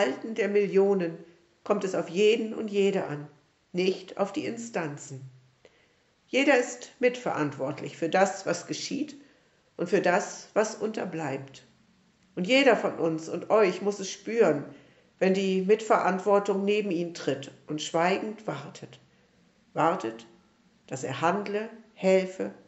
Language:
German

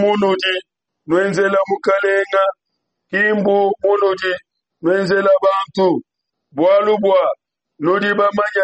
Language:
Luba-Lulua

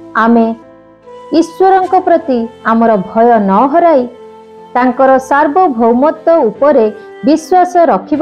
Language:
Odia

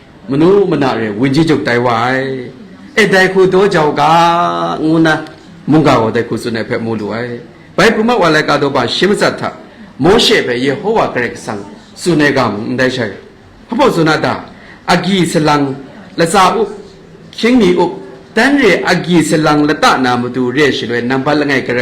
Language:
Kachin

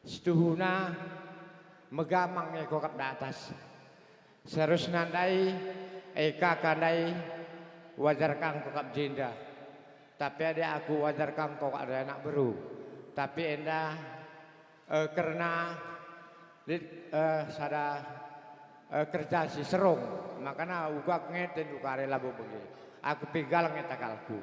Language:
Batak Karo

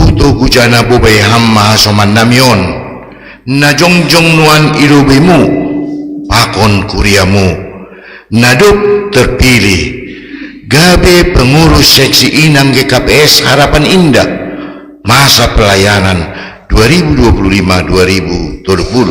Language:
Batak Simalungun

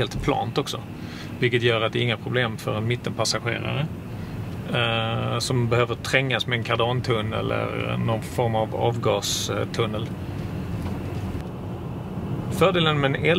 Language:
Swedish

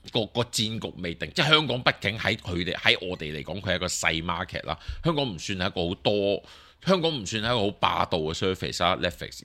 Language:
Cantonese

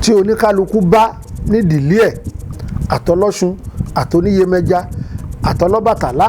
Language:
Yoruba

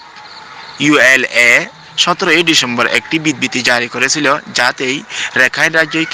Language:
Rohingya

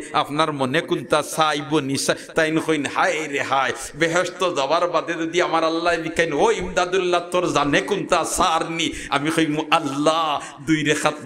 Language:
Sylheti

